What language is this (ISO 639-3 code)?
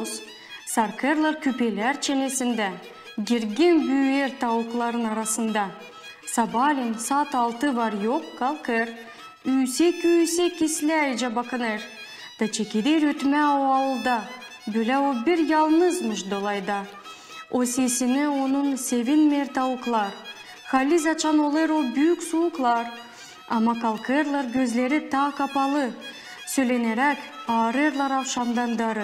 gag